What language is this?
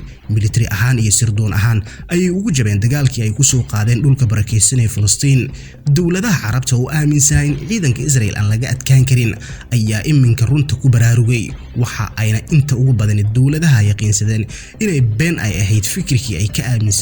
Somali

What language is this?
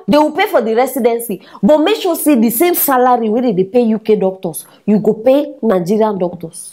Nigerian Pidgin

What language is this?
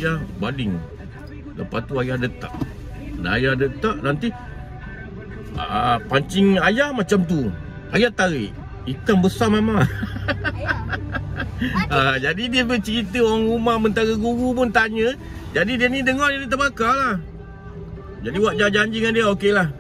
Malay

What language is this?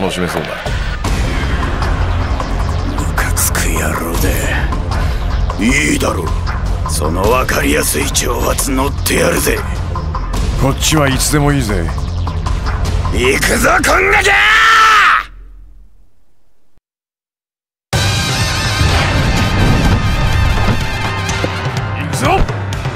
Japanese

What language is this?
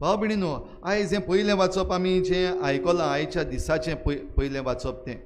Konkani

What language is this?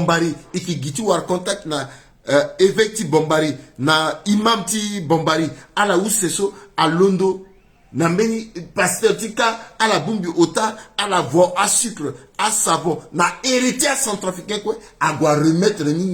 Sango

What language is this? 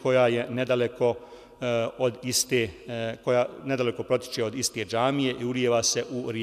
Bosnian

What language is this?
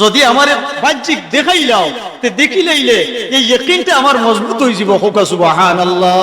Sylheti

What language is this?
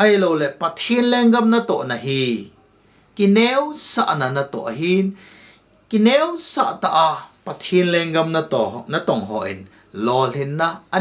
Thado Chin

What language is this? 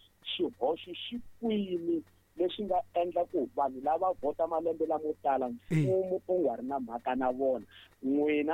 Tsonga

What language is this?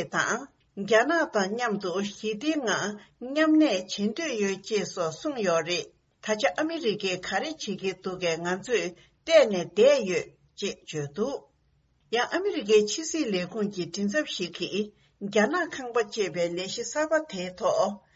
Tibetan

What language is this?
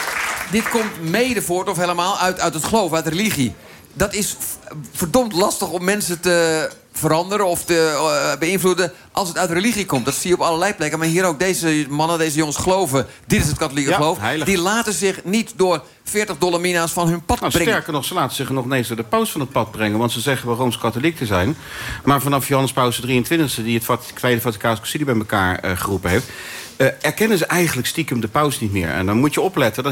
Dutch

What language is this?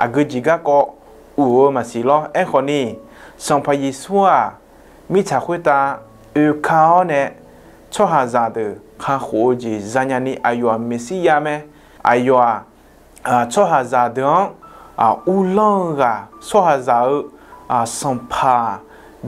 Akha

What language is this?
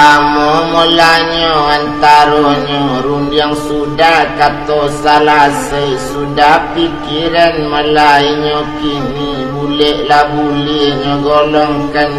Minangkabau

